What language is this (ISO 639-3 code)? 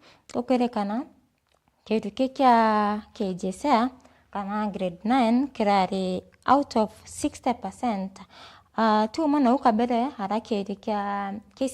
mer